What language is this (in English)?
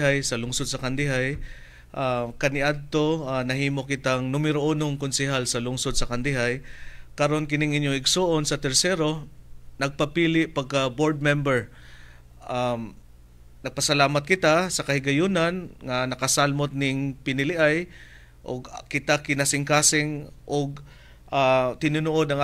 Cebuano